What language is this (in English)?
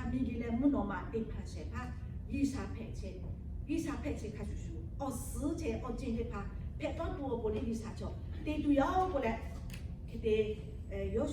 Lahu